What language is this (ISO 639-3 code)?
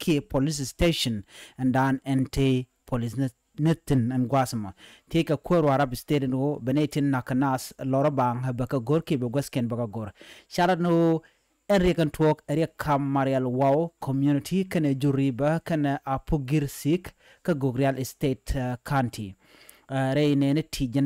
nus